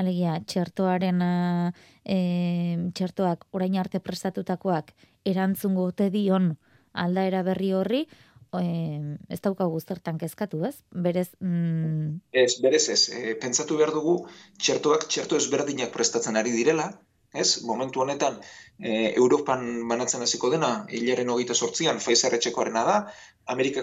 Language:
Basque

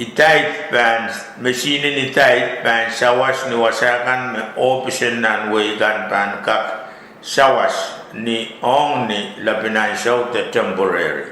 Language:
Pohnpeian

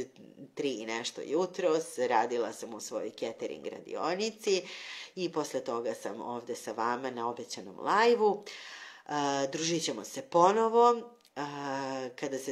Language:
Serbian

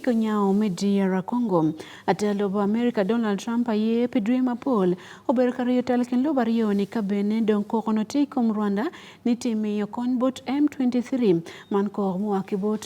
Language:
Acoli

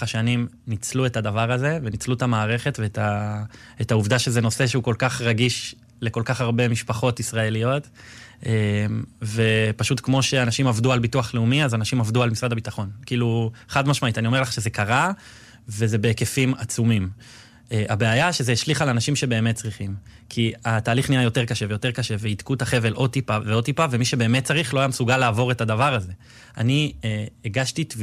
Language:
Hebrew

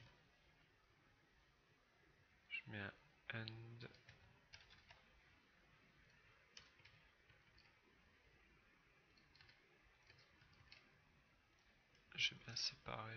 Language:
French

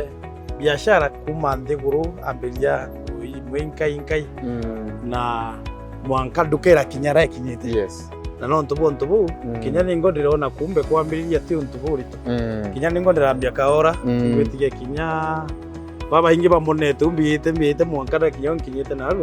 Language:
Meru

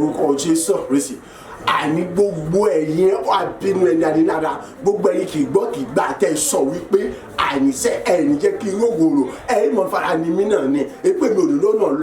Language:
Yoruba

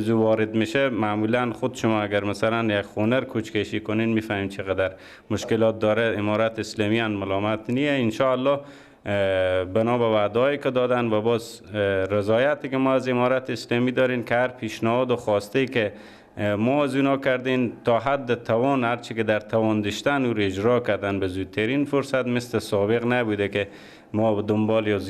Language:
Persian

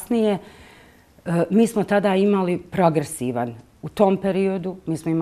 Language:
Bosnian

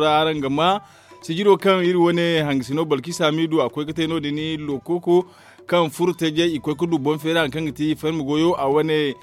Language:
Zarma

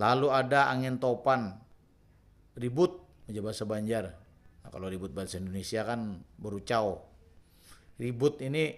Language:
Banjar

